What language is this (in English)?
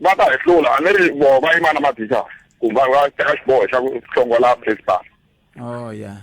Tsonga